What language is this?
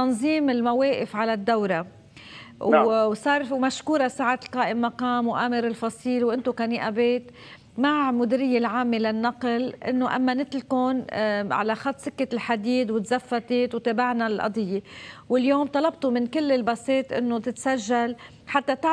North Levantine Arabic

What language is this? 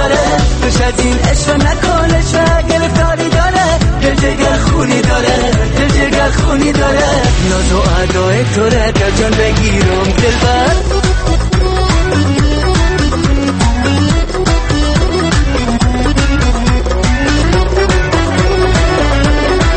Persian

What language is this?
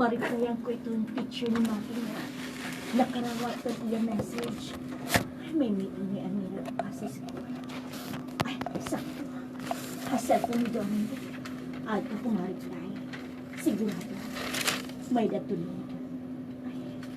Waray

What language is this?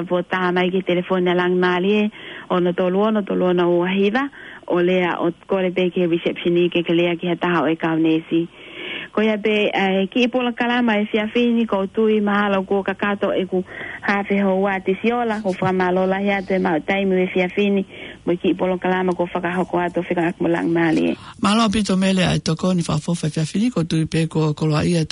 Tongan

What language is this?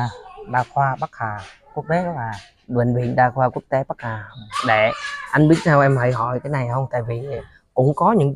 Vietnamese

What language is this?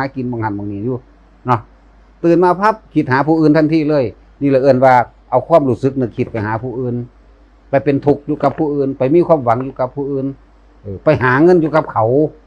Northeastern Thai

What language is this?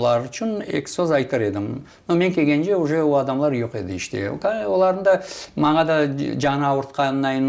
Crimean Tatar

